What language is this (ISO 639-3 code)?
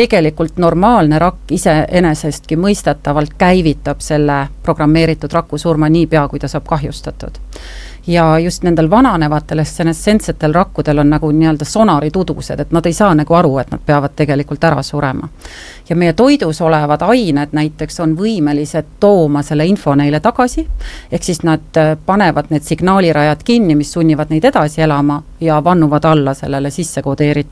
est